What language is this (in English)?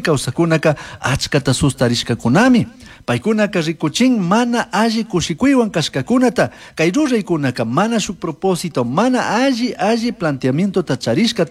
Chimborazo Highland Quichua